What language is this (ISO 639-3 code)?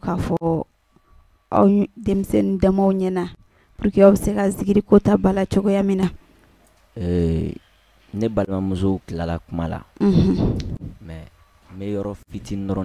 bam